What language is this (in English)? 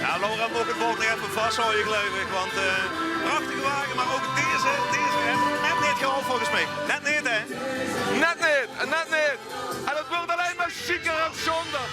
Limburgish